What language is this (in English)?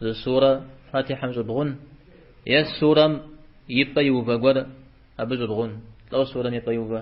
Kabardian